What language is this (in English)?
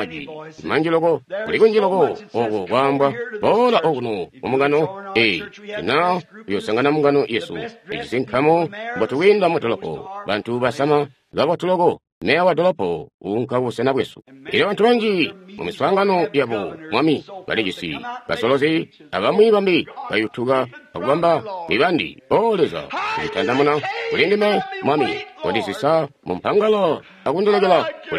Tonga (Zambia)